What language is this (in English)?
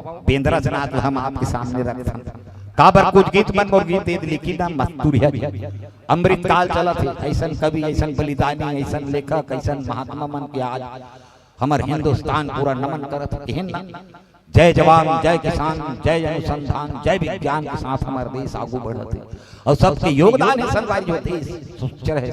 Chhattisgarhi